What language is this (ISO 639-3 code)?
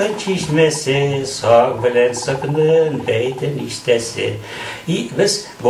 tat